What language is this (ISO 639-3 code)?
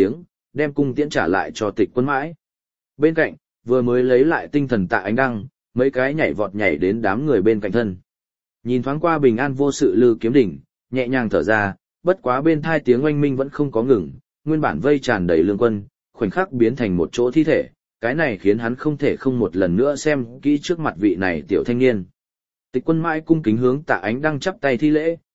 vie